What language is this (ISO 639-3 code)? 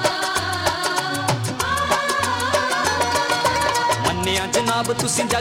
pan